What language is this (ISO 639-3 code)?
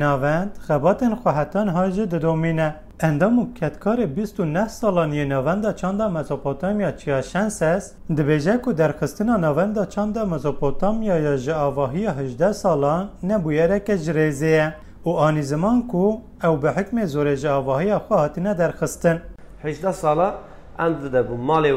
kur